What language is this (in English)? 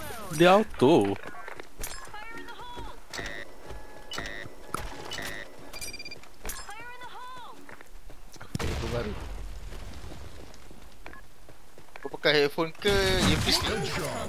Malay